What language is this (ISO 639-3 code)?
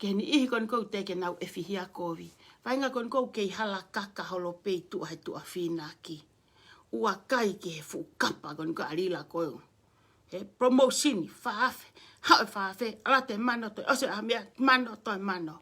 ton